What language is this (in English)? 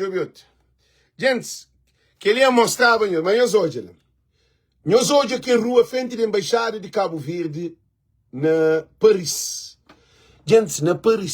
Kabuverdianu